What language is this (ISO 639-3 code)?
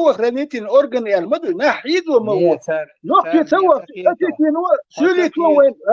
che